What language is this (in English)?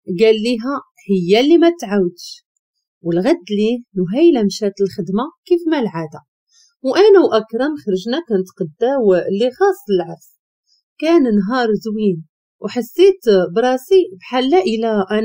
Moroccan Arabic